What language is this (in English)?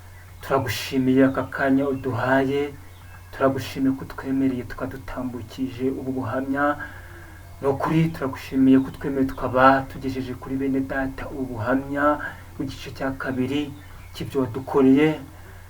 Kinyarwanda